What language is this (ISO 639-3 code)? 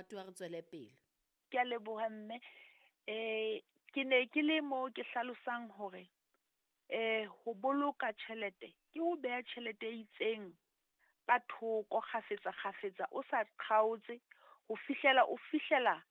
sot